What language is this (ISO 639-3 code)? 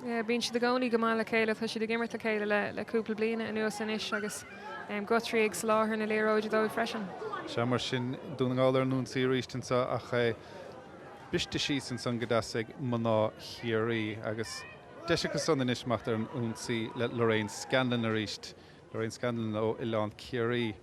gle